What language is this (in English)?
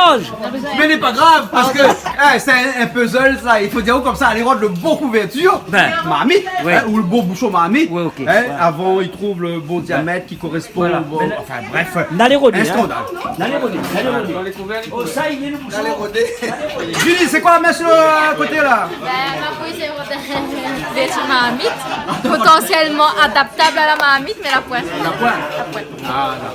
Réunion Creole French